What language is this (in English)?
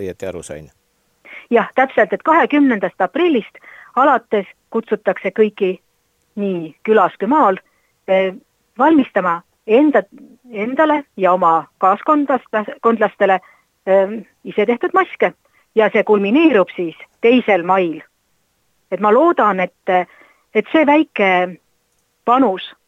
Estonian